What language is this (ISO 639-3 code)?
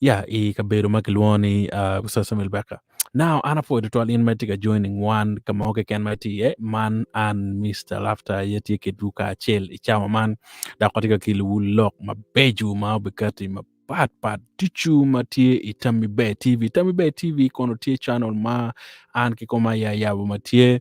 ach